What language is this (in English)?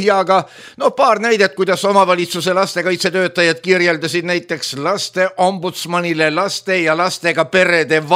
Estonian